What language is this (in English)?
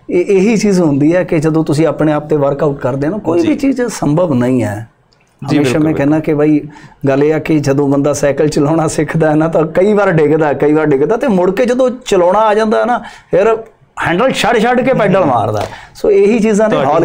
Punjabi